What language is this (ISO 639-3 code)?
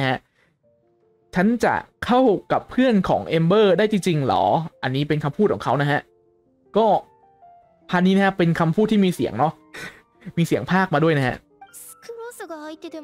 tha